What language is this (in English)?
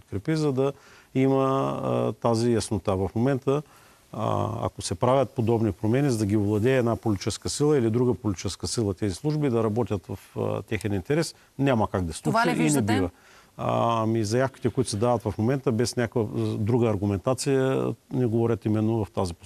Bulgarian